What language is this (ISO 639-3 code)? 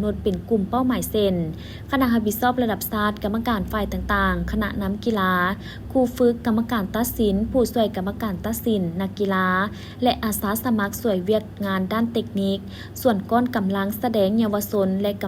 lao